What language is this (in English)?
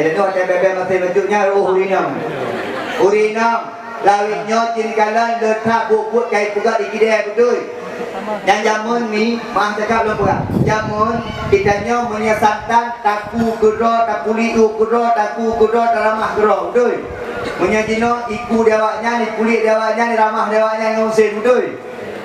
Achinese